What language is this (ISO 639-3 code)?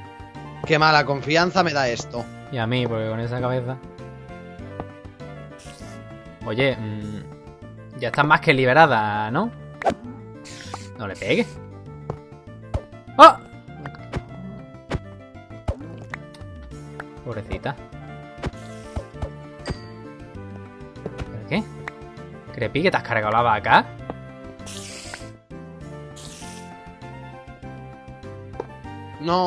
spa